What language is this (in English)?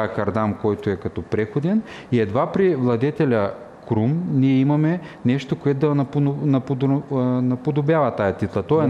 Bulgarian